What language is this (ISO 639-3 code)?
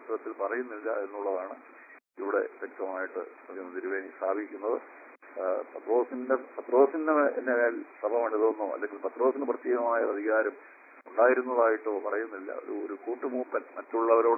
mal